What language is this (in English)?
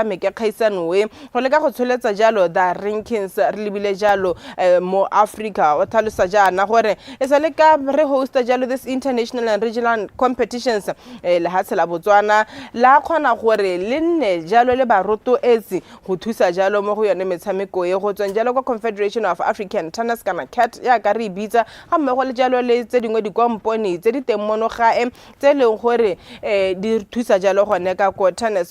Tswana